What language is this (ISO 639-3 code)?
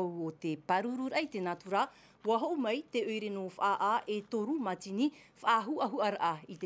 tah